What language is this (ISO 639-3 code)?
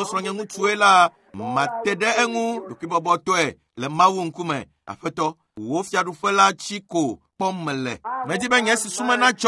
ewe